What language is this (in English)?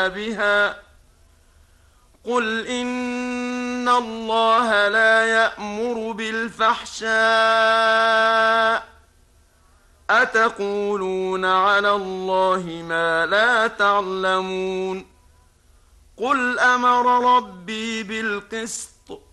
Arabic